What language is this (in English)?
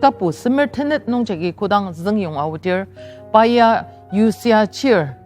Ao Naga